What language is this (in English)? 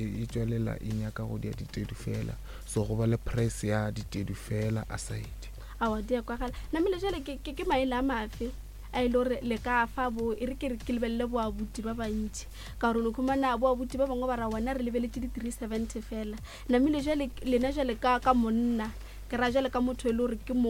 Northern Sotho